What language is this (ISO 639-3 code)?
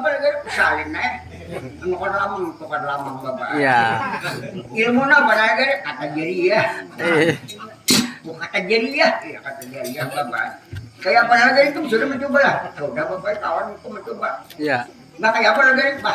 bjn